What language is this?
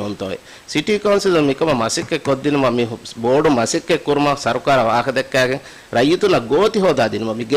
Divehi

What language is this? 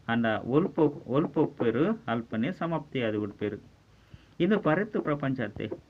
Tulu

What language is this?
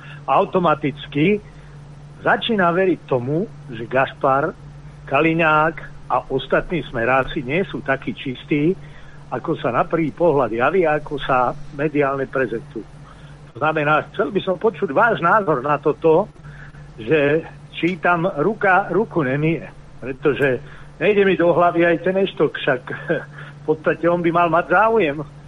Slovak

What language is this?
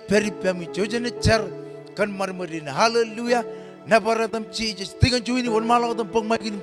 Marshallese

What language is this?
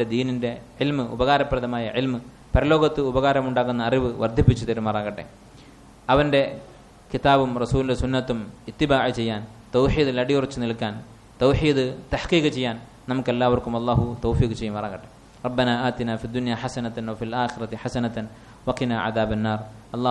Malayalam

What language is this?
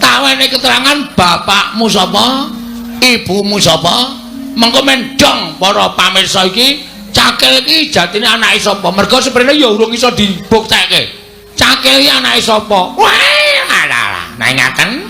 Javanese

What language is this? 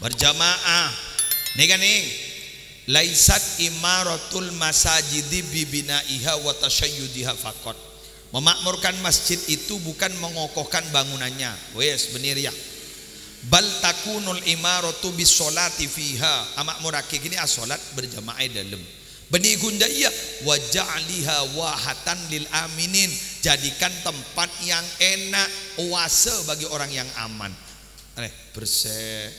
Madurese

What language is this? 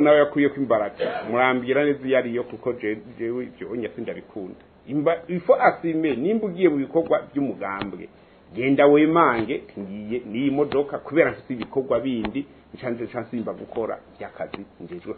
Rundi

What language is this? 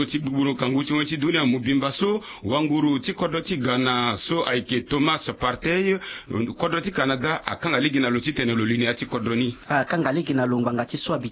Sango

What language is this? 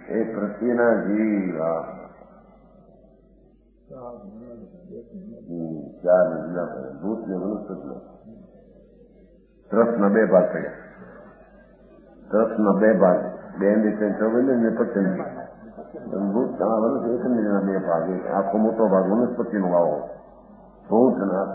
Gujarati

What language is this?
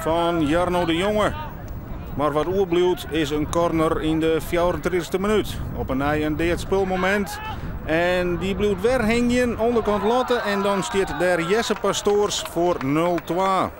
Western Frisian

